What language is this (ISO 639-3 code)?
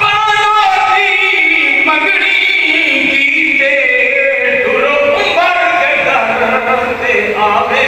skr